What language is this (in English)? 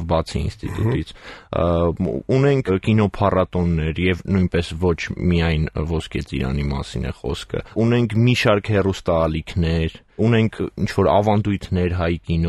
Armenian